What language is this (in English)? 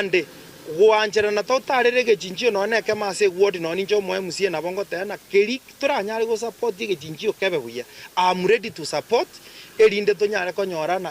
Gusii